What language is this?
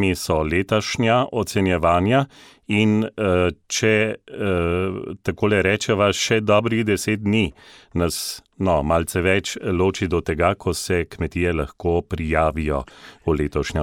Slovenian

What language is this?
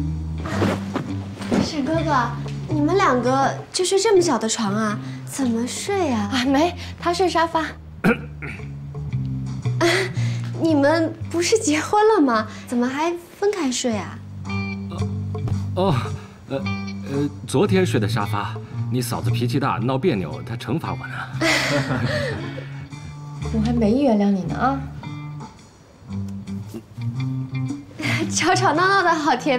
Chinese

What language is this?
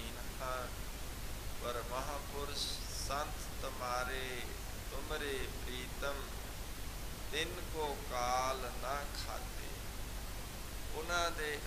Punjabi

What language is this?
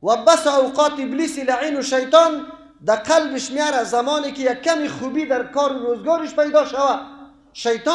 Persian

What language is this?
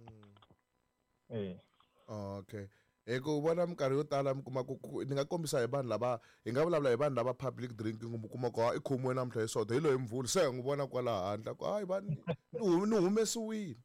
Tsonga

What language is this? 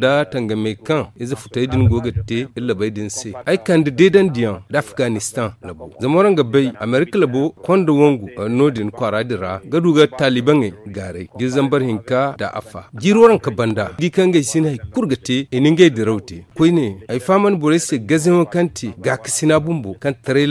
Zarma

